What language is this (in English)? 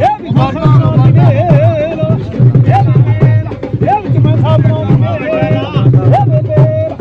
Pahari-Potwari